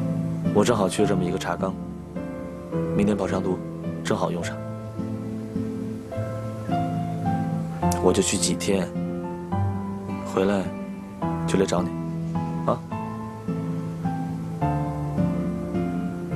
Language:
Chinese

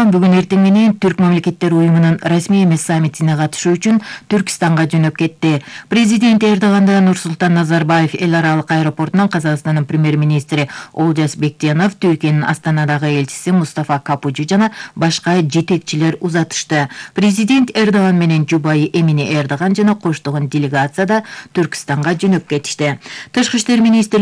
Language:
Kyrgyz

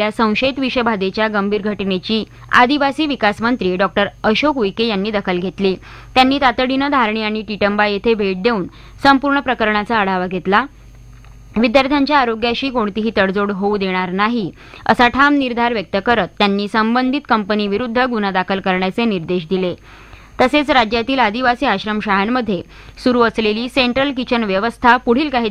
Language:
Marathi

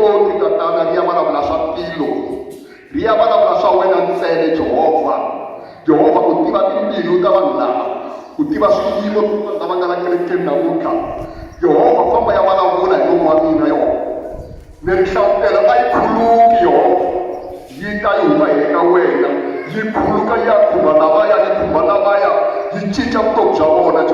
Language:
Tsonga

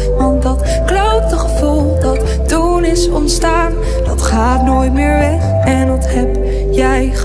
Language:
Dutch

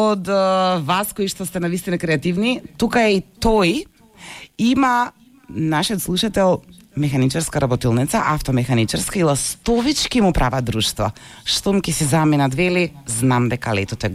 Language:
Macedonian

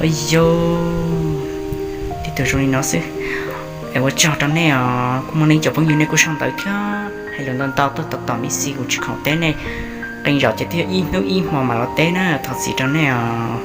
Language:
Hmong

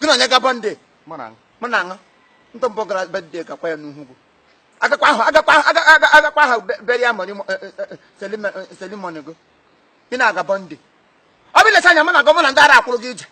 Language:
Igbo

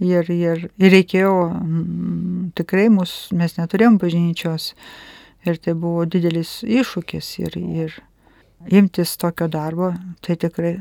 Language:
Lithuanian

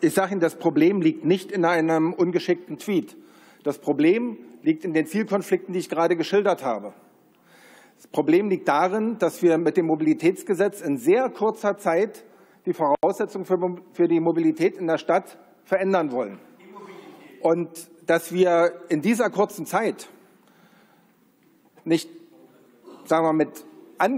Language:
German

